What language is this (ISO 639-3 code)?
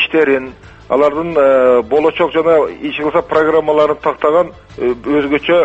kir